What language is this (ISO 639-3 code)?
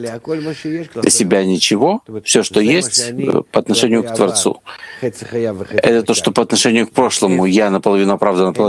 rus